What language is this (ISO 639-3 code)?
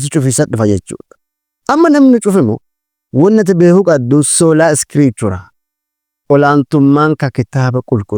orm